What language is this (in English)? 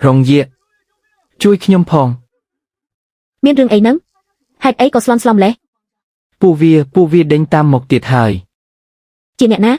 Khmer